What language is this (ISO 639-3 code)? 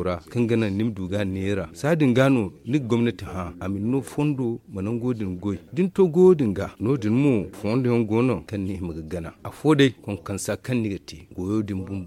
dje